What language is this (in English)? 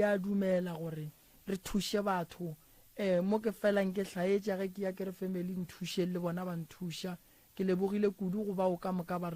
Northern Sotho